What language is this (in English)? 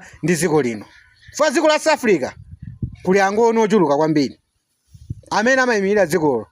Nyanja